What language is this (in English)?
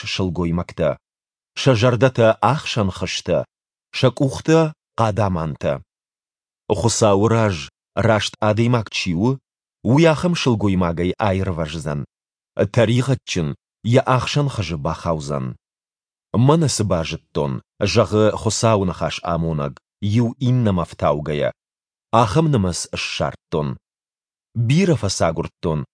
Ossetic